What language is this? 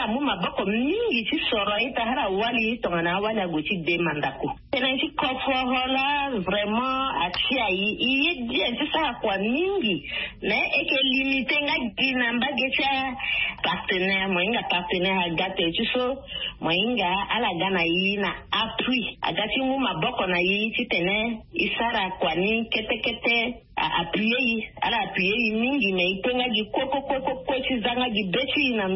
Sango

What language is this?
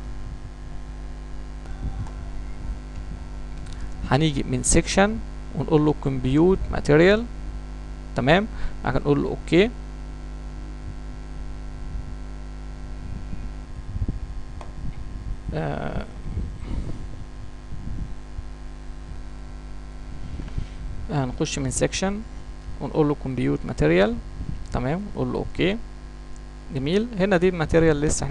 Egyptian Arabic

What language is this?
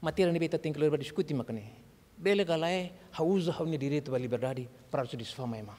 Tetum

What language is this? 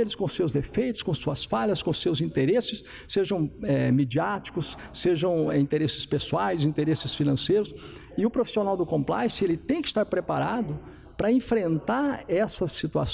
Portuguese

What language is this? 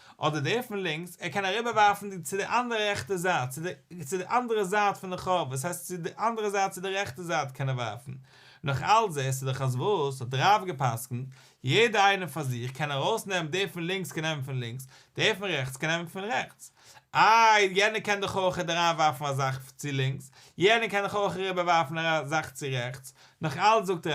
Yiddish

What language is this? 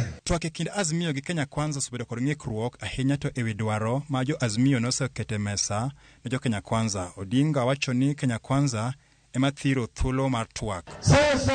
Luo (Kenya and Tanzania)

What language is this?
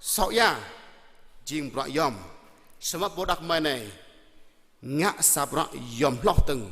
Jarai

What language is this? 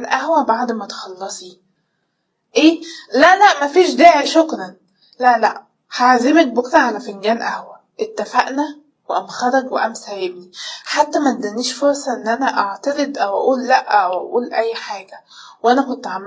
Egyptian Arabic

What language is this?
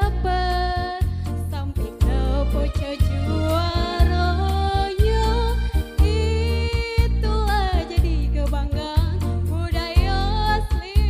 Musi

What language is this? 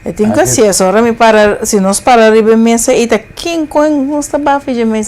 Papiamento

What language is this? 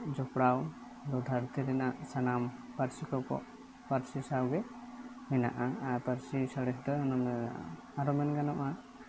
Santali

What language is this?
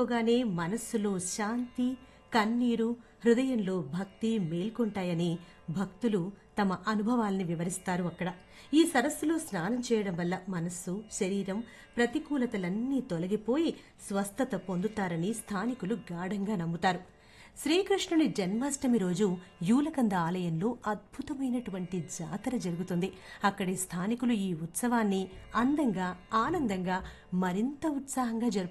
Telugu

